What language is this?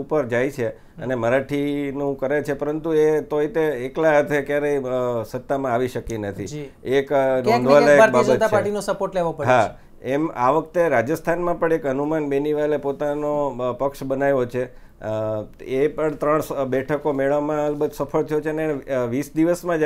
Gujarati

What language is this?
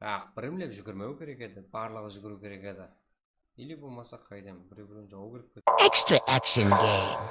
Kara-Kalpak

